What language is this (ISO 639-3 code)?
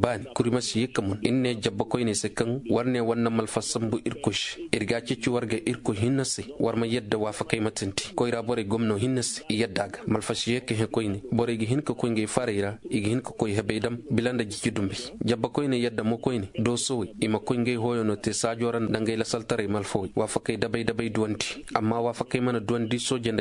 dje